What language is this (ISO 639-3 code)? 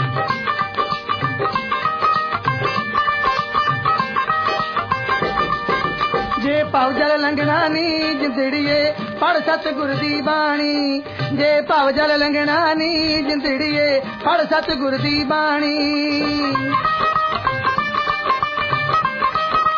pan